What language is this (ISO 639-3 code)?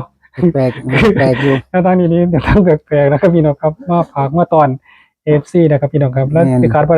tts